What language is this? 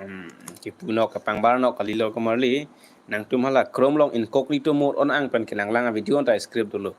Karbi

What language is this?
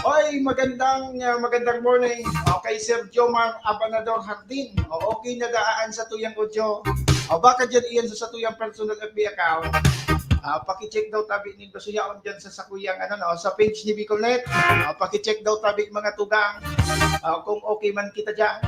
Bikol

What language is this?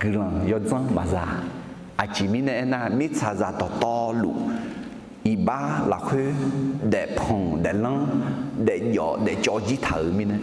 Akha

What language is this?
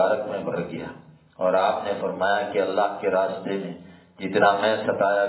Urdu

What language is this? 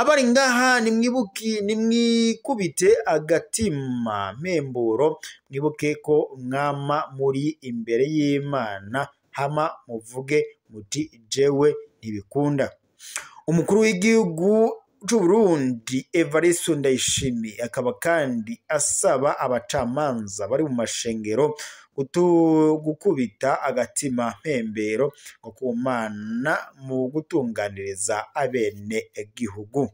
Rundi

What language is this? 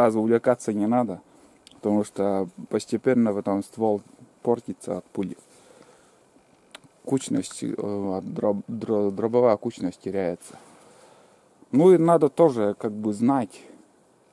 Russian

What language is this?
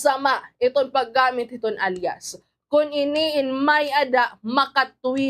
Waray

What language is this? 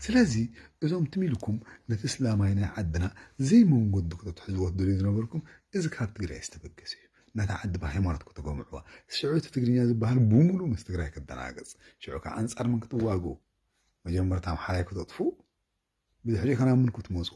Tigrinya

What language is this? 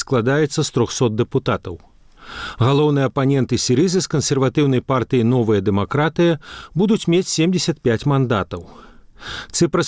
Belarusian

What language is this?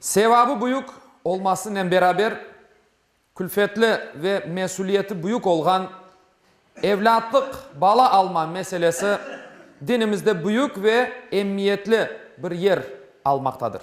Crimean Tatar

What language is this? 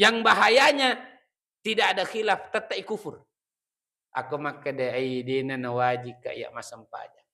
Buginese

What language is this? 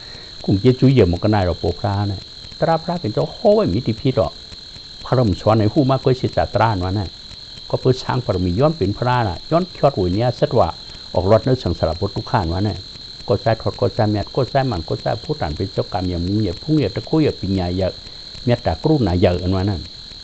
Shan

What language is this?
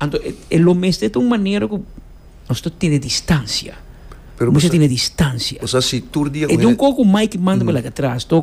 Papiamento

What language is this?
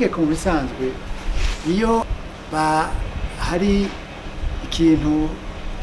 Rundi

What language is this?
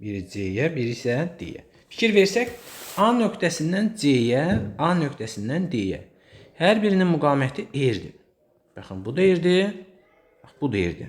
Azerbaijani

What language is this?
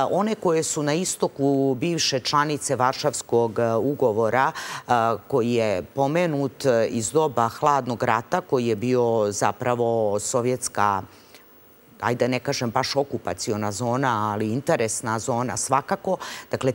Serbian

